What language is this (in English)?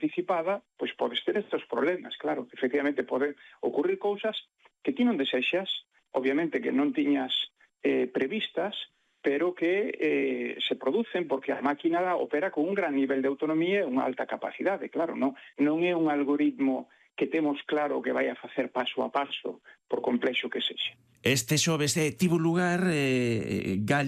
Galician